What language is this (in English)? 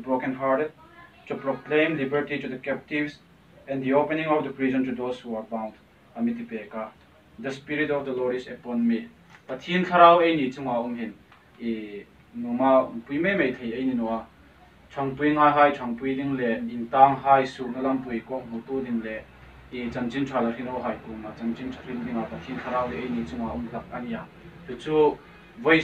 Hmar